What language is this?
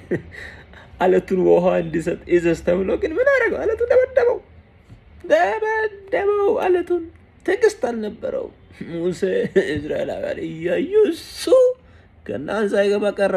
Amharic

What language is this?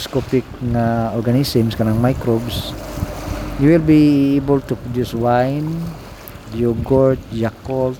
Cebuano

